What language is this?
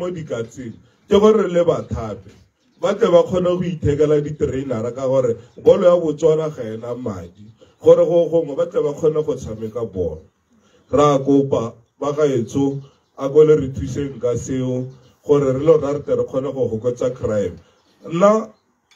Tswana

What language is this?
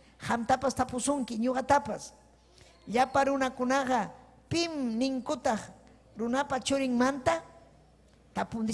Ayacucho Quechua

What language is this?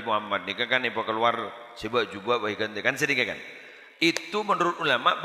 Madurese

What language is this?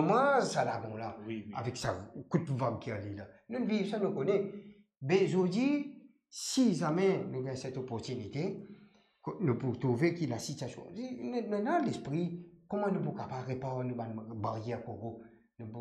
Morisyen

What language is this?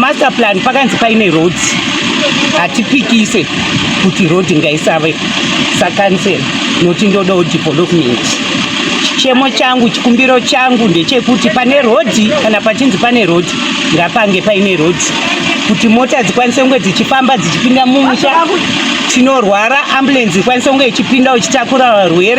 Shona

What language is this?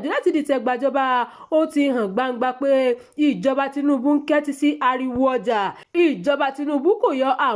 Yoruba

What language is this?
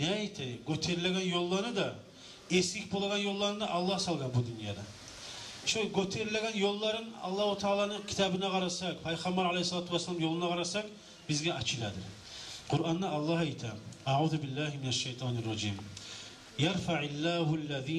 Kumyk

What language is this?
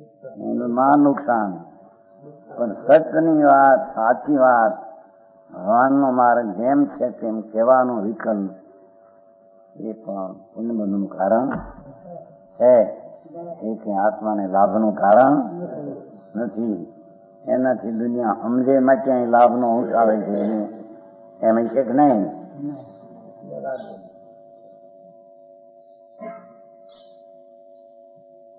Gujarati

